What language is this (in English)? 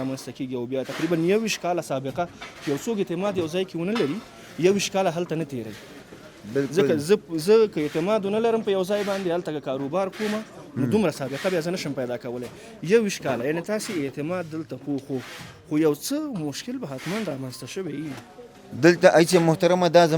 Pashto